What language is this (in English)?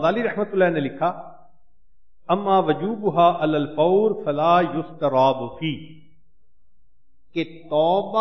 Urdu